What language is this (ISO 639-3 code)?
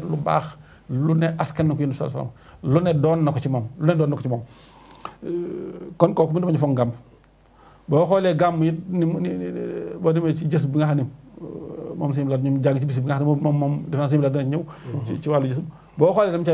wol